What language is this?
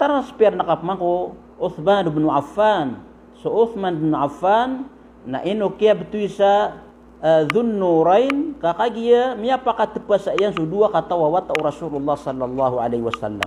Maranao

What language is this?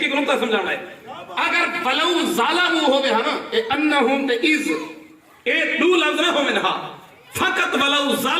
Saraiki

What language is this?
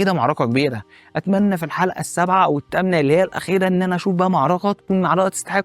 Egyptian Arabic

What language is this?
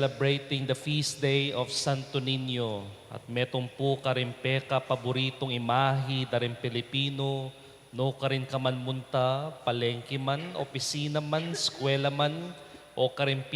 Pampanga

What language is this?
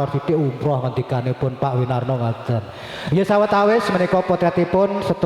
Javanese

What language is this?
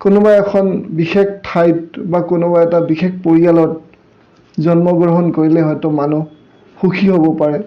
Assamese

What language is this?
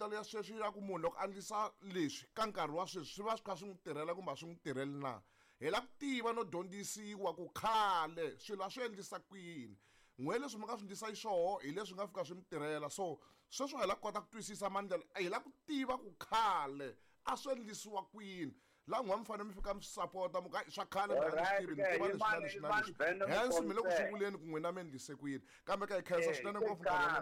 Tsonga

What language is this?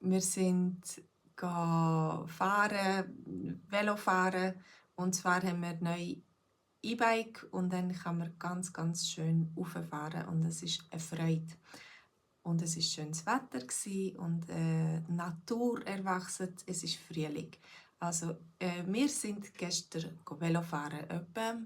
Swiss German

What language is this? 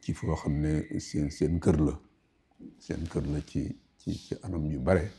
Wolof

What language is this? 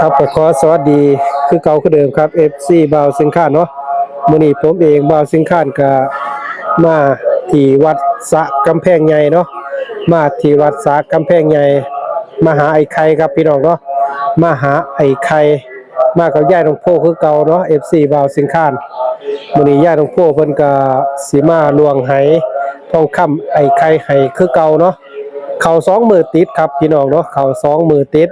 Northeastern Thai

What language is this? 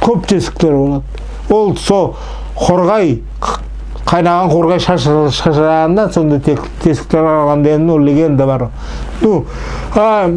Nogai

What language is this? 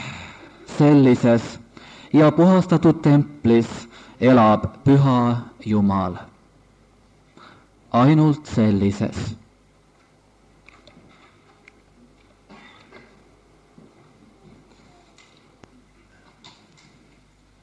Estonian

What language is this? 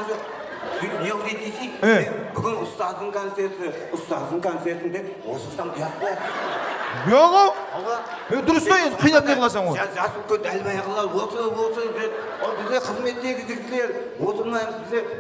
Kara-Kalpak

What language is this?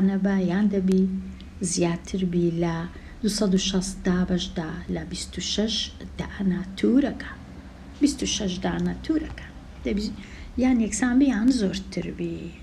Central Kurdish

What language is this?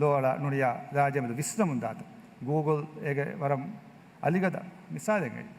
Divehi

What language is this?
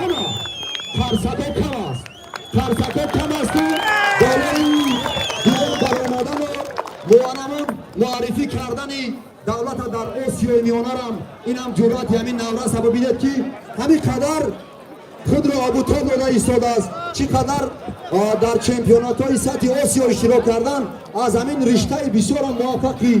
Tajik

